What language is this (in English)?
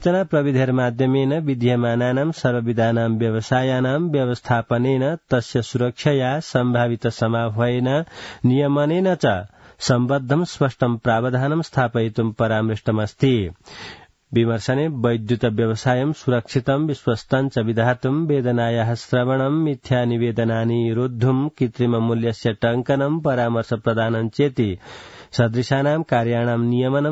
Sanskrit